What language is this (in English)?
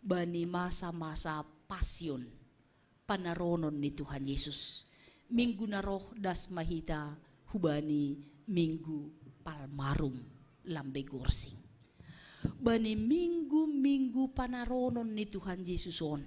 Batak Simalungun